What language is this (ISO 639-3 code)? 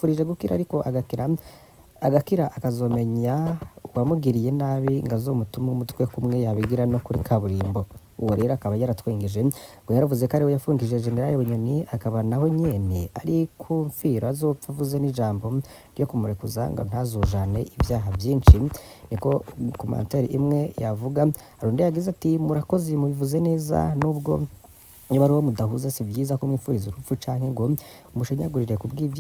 run